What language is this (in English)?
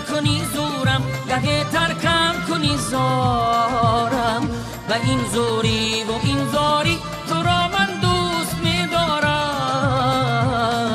Tajik